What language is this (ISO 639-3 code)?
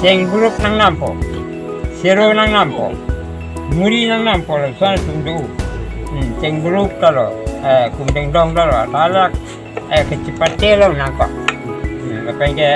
mjw